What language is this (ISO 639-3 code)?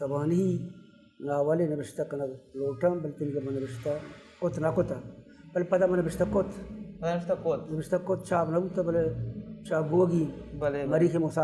bal